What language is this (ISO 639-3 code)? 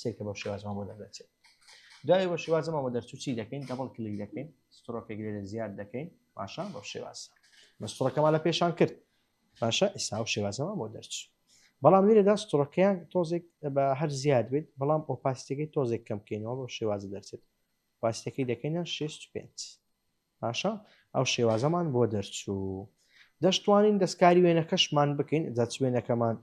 ckb